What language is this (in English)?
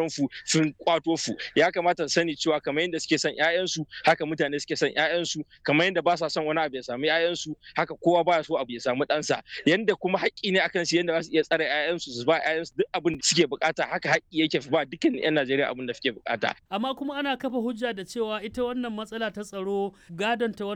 Hausa